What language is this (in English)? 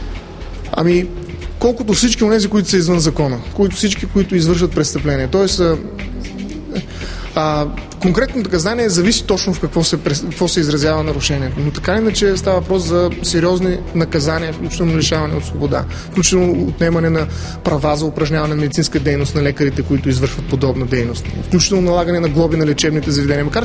Bulgarian